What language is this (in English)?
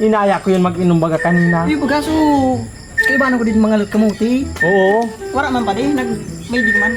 Bikol